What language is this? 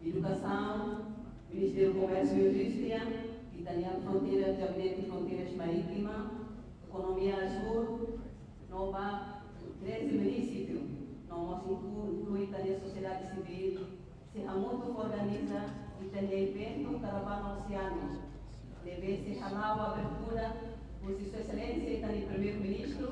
Tetum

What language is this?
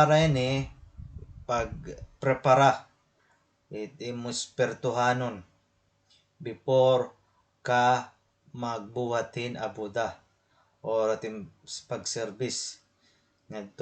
Waray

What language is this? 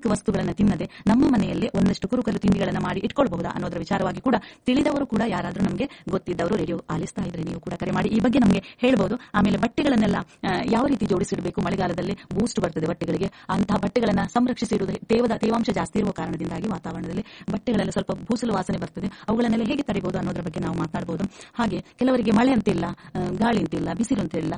Kannada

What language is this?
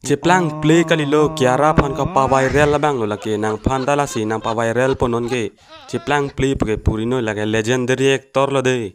Karbi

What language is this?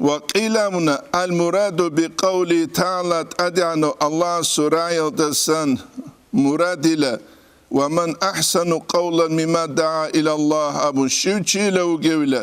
Avaric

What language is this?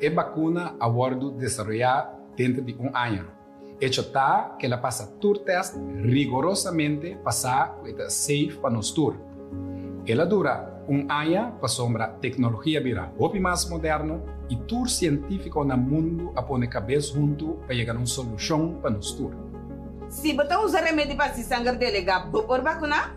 Papiamento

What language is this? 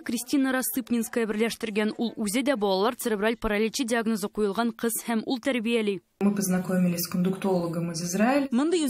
Tatar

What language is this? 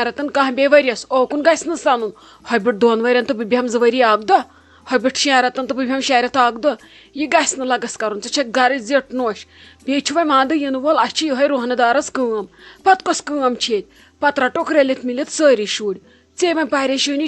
Kashmiri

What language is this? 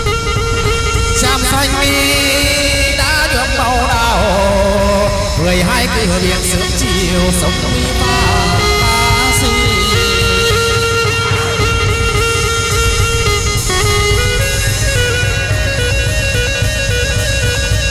Vietnamese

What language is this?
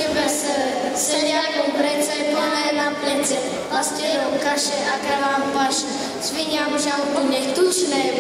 Slovak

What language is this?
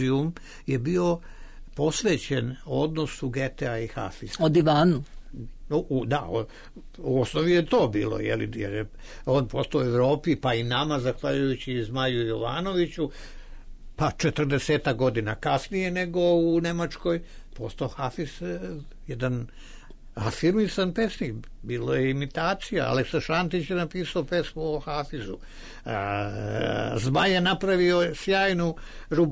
Serbian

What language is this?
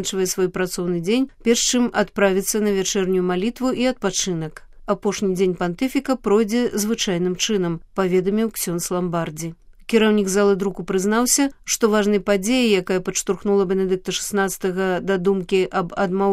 Belarusian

